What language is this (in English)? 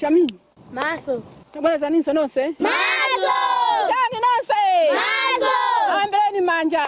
Nyanja